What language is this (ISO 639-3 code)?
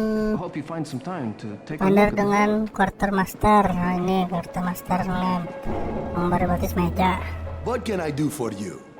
bjn